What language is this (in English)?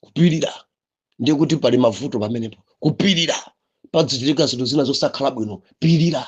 Nyanja